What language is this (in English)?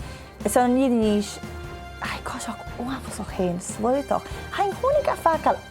Scottish Gaelic